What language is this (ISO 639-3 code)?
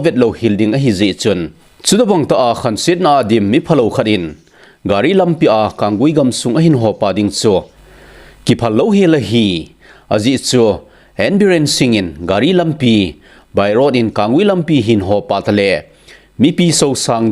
tcz